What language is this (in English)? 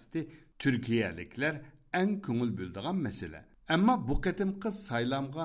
Uyghur